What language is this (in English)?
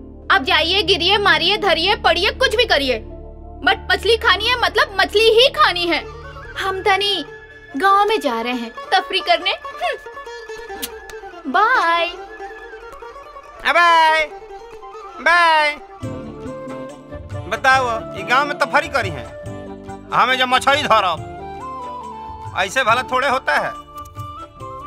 Bhojpuri